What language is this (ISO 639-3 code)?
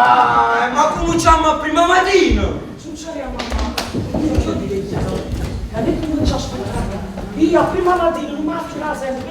nap